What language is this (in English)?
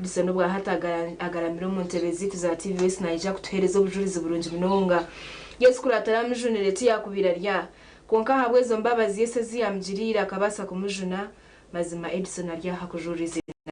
Nyankole